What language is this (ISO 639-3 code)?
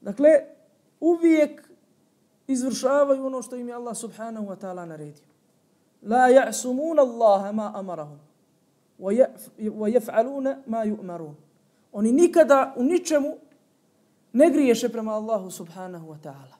bos